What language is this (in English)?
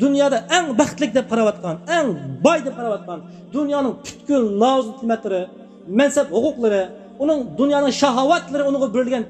Uyghur